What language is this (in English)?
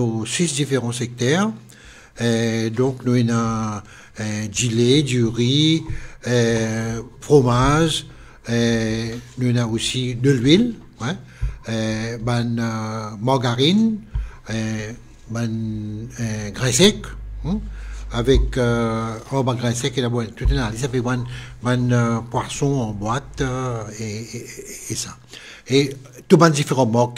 Morisyen